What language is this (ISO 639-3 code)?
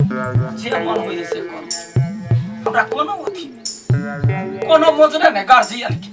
mai